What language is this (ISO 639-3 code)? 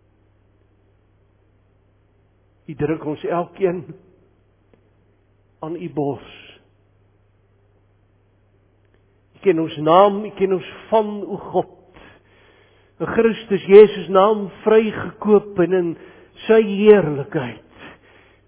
afr